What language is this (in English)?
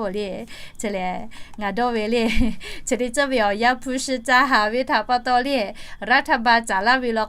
Lahu